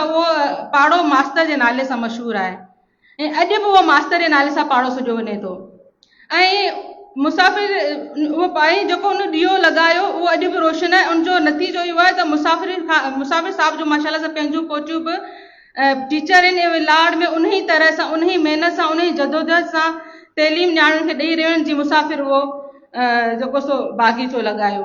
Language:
Sindhi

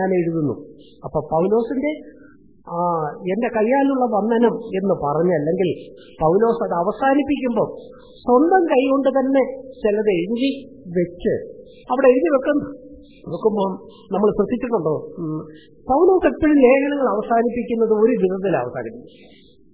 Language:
Malayalam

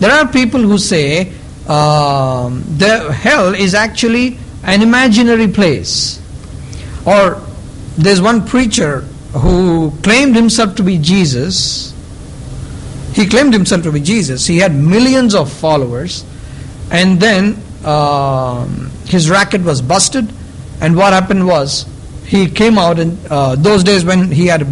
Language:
English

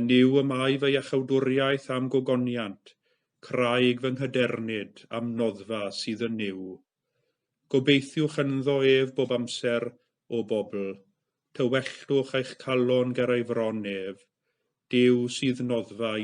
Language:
Welsh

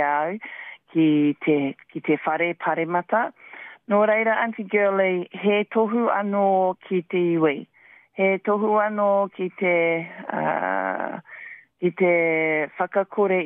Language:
Māori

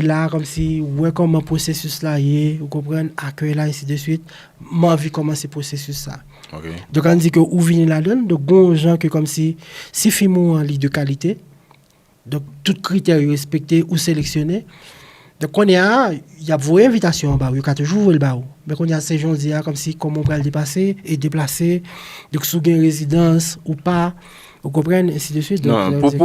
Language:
Haitian Creole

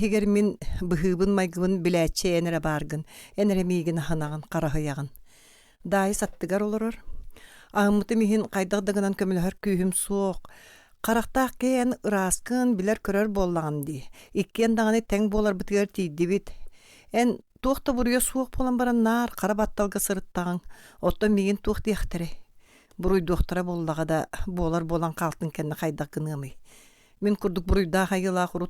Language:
Yakut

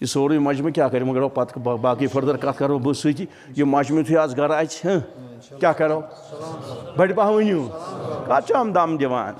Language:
Kashmiri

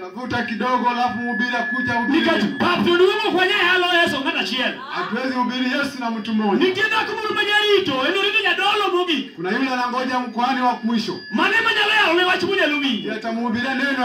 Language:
Luo (Kenya and Tanzania)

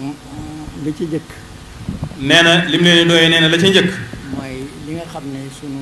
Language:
Wolof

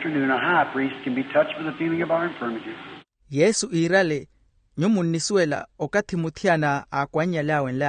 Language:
Makhuwa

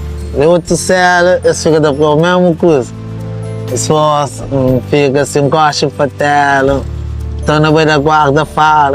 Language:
Kabuverdianu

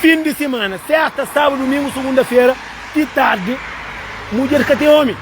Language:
Kabuverdianu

